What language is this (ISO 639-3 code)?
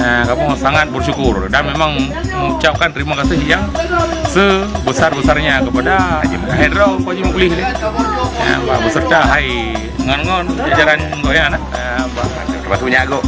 ace